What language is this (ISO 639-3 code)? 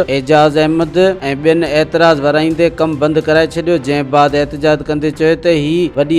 snd